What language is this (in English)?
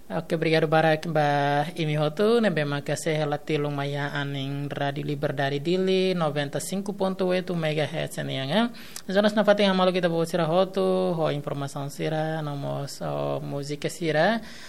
Tetum